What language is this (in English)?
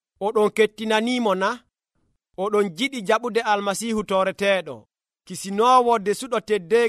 Nigerian Fulfulde